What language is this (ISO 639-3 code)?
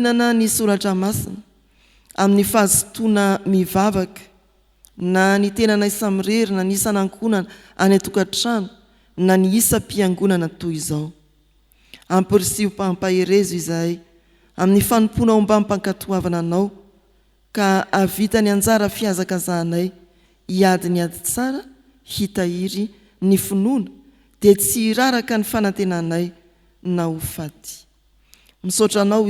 mlg